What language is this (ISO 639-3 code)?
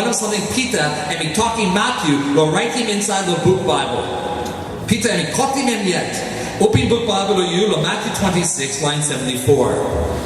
tpi